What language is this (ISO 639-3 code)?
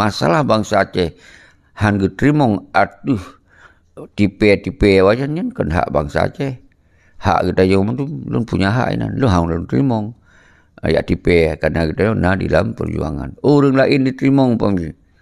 ace